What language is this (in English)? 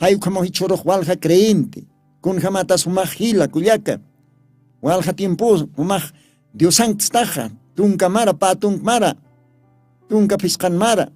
Aymara